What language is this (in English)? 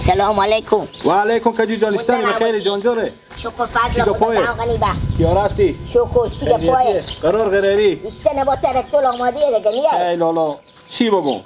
Persian